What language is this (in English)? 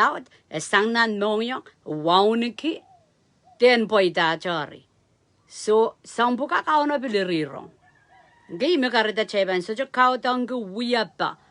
Pohnpeian